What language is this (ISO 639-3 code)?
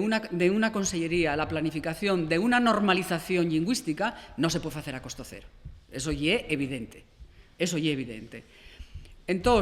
ast